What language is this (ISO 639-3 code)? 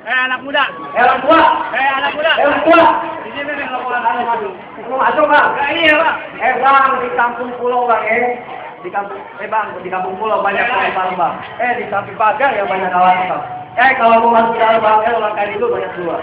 bew